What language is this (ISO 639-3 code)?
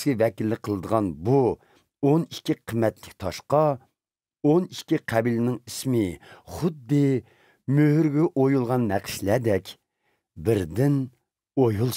uig